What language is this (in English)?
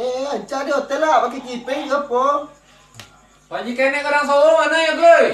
Minangkabau